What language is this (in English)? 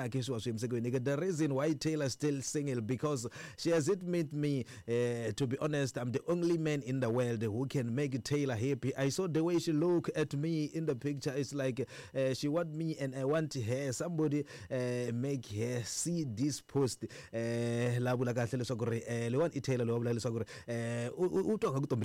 Tsonga